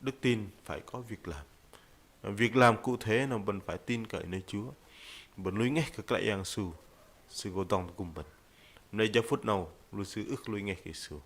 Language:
Bahnar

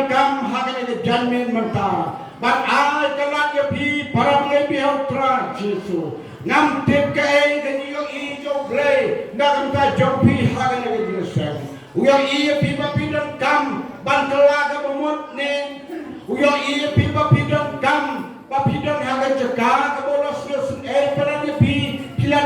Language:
Khasi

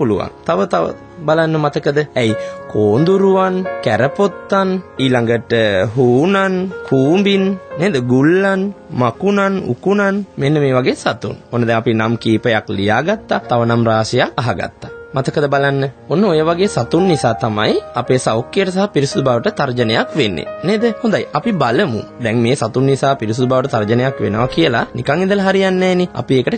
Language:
Sinhala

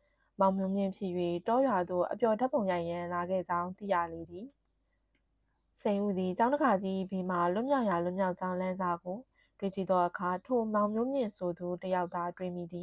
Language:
Burmese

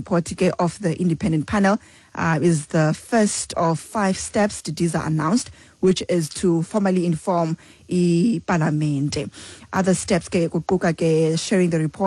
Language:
Xhosa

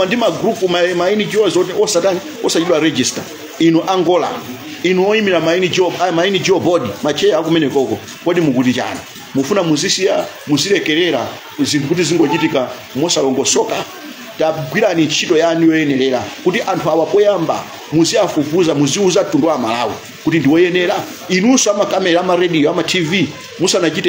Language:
Nyanja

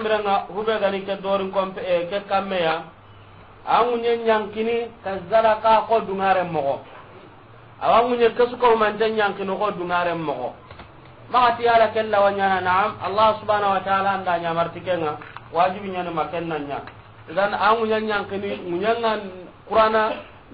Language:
Soninke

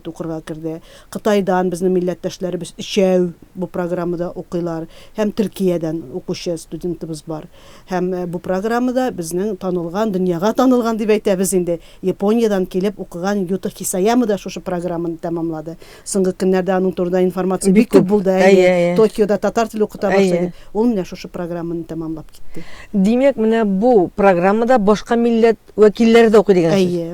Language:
Tatar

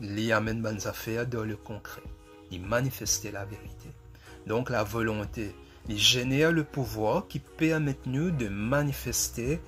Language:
Morisyen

